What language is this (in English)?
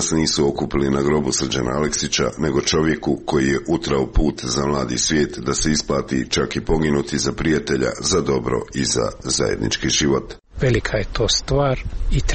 Serbian